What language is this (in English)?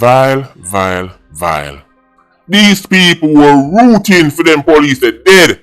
Jamaican Creole English